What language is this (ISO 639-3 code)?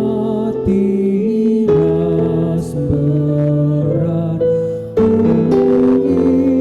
btx